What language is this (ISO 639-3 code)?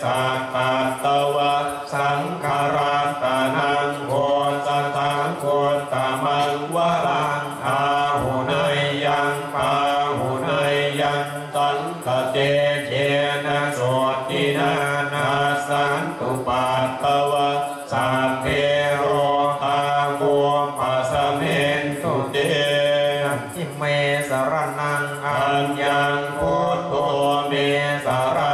pli